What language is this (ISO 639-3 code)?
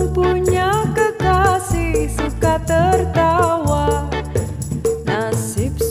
bew